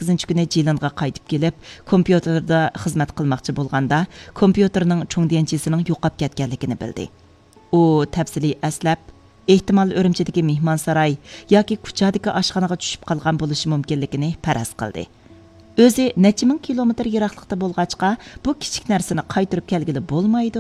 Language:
Uyghur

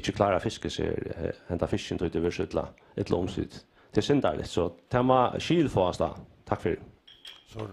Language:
Faroese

